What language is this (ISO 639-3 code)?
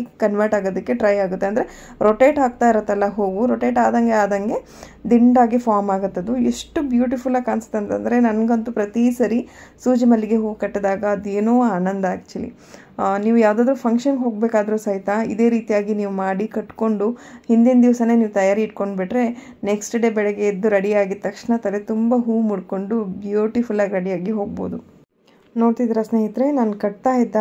kan